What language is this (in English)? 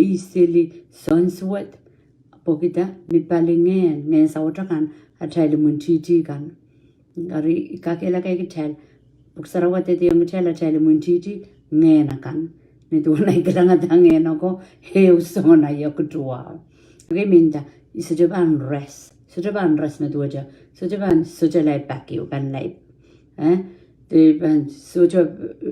Pohnpeian